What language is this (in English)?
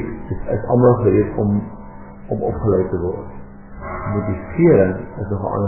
Afrikaans